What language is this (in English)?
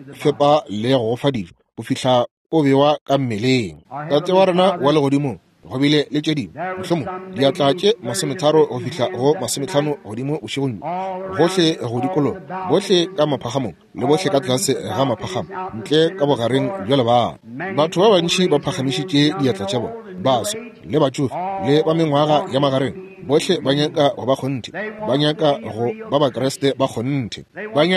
Northern Sotho